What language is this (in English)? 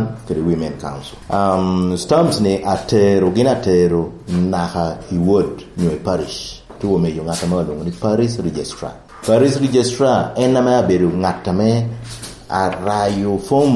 Lango (Uganda)